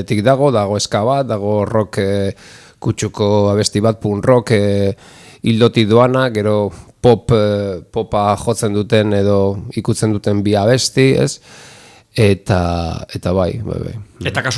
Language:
Basque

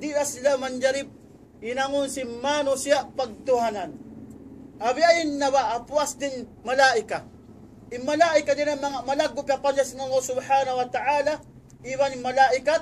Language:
Tausug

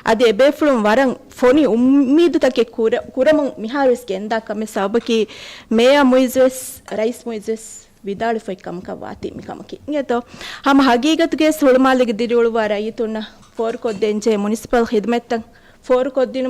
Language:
Divehi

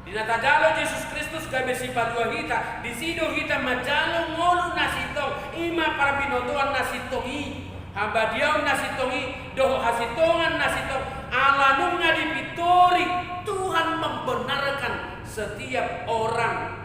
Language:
Batak Toba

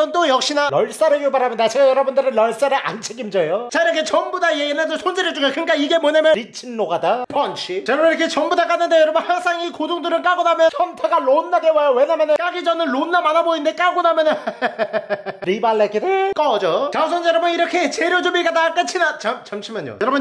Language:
Korean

